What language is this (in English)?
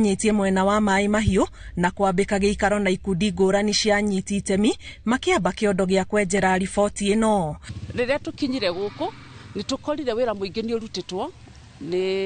Kikuyu